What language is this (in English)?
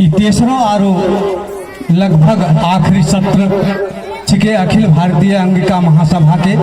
Angika